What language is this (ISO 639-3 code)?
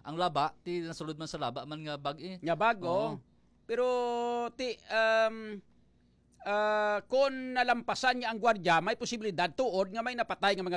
hil